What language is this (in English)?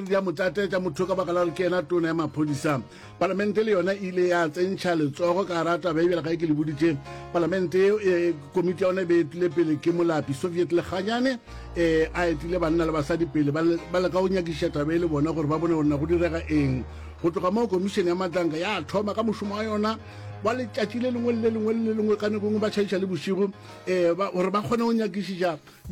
Northern Sotho